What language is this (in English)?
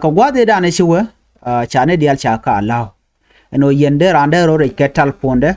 Nuer